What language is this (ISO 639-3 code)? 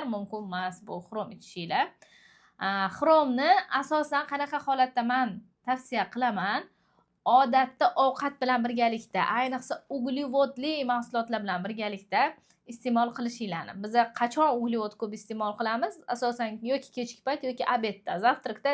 uzb